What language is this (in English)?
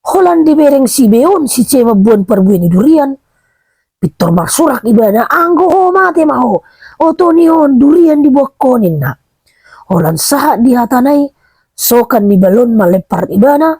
Batak Toba